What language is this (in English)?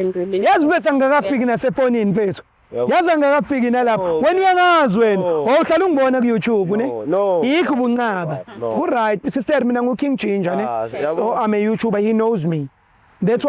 Zulu